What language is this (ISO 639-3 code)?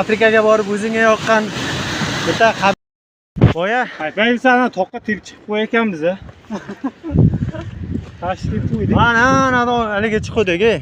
uzb